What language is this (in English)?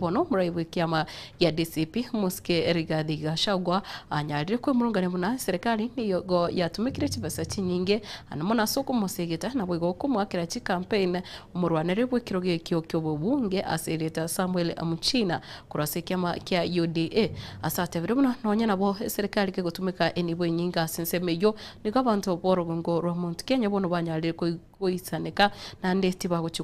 Gusii